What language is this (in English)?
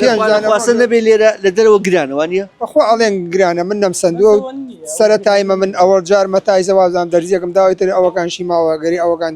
Central Kurdish